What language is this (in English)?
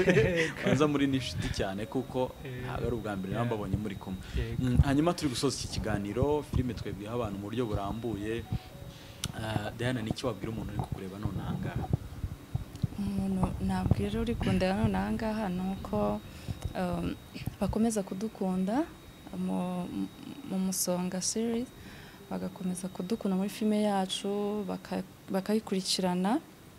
Kinyarwanda